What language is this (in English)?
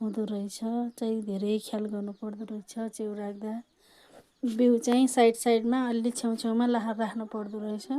Nepali